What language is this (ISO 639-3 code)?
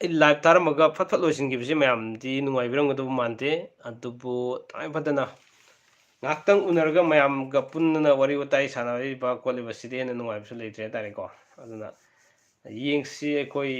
mni